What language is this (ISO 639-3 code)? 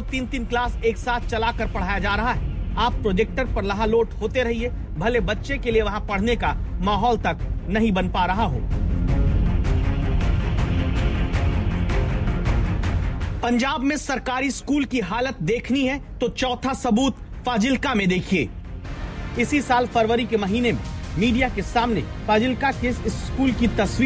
hin